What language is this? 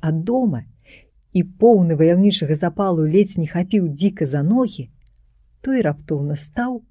Belarusian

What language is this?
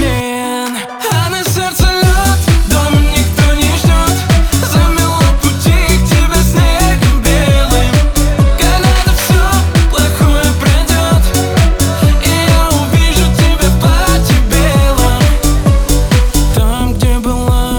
Russian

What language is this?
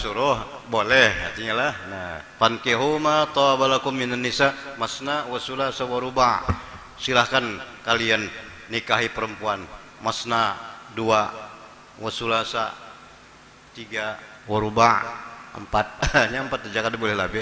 Banjar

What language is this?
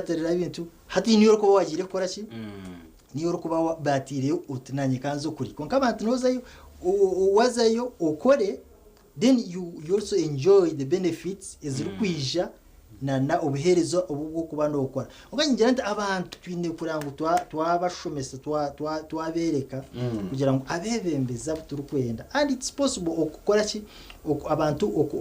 Nyankole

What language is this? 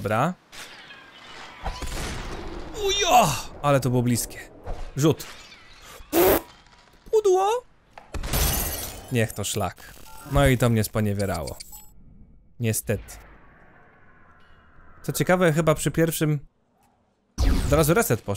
Polish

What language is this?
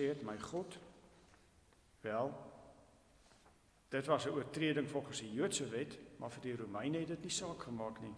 Afrikaans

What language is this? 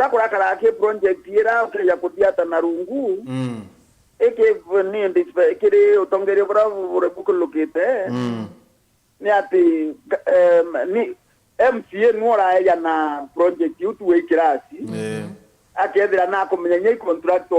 Meru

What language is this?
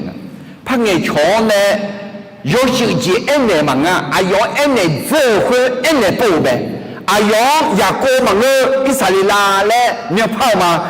Akha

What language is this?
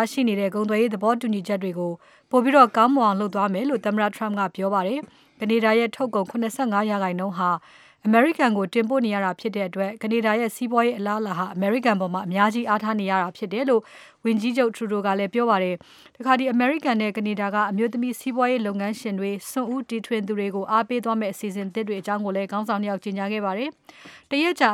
Burmese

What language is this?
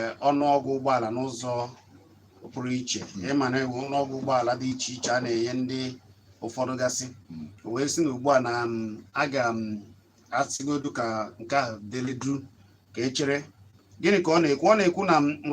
Igbo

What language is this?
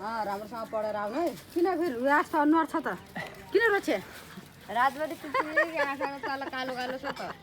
Nepali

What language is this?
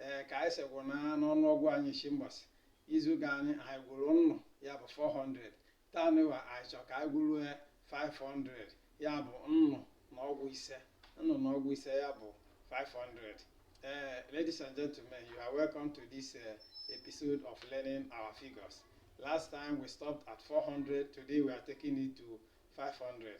Igbo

